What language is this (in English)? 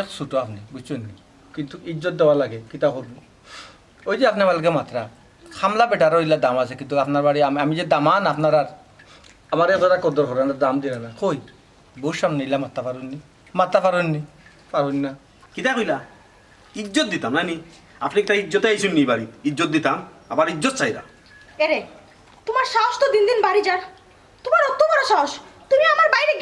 Sylheti